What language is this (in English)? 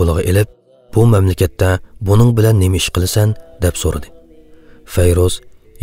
Uyghur